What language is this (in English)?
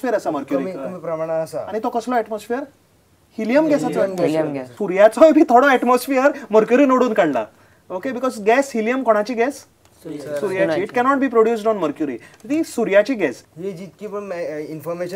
Konkani